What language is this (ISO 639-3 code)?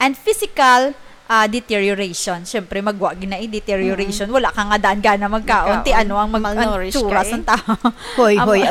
hil